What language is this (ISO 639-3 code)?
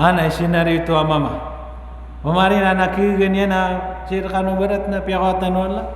mrw